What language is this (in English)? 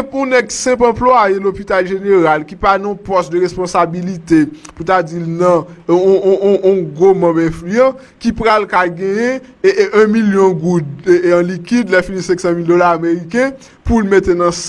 Haitian Creole